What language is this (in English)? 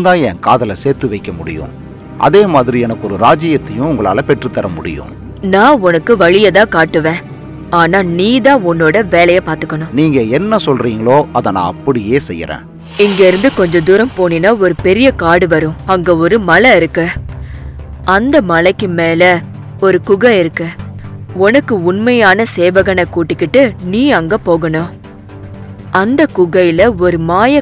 Tamil